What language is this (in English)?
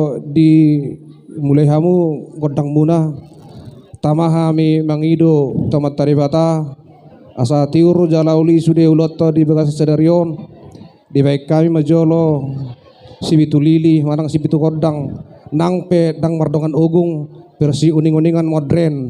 Batak Toba